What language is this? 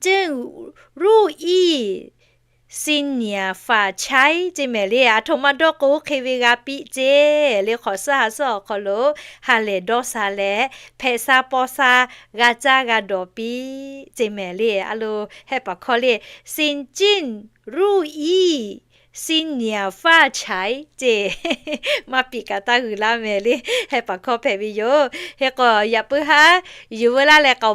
Lahu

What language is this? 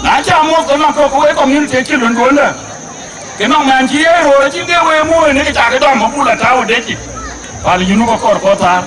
Dinka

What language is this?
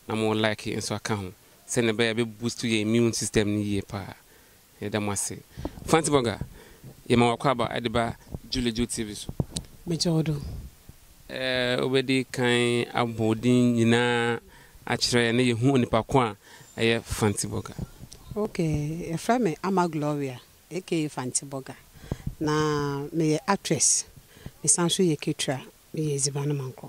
Akan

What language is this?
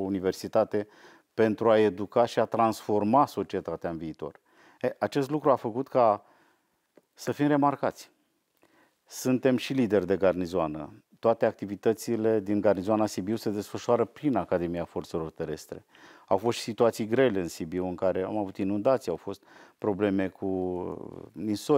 Romanian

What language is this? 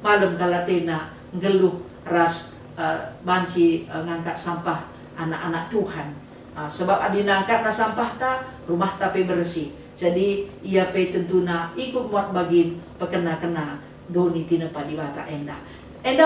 Batak Karo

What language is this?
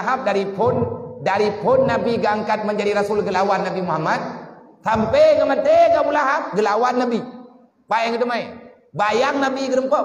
Achinese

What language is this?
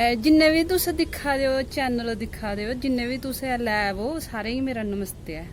Dogri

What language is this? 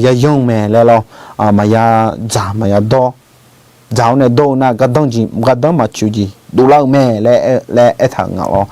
Akha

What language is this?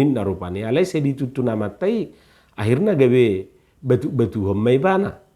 Batak Toba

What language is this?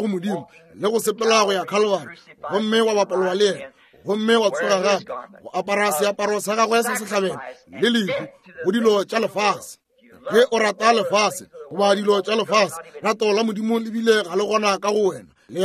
Northern Sotho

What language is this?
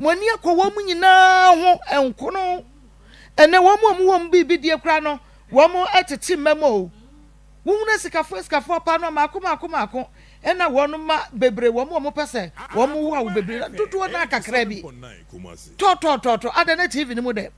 Akan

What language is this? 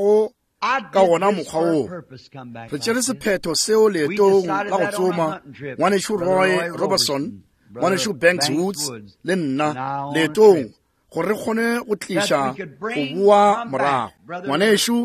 Northern Sotho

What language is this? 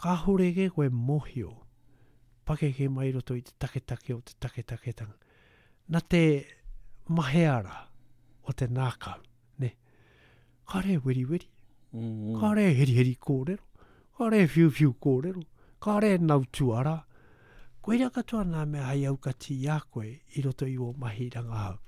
Latvian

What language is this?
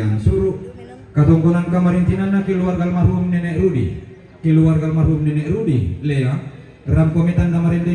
Toraja-Sa'dan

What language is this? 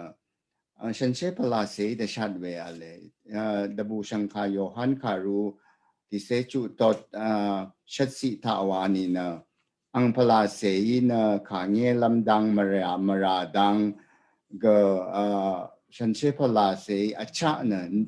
Rawang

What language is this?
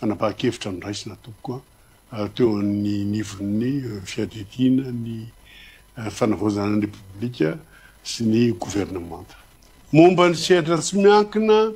Malagasy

